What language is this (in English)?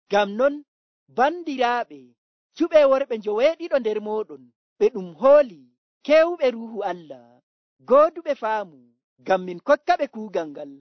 Nigerian Fulfulde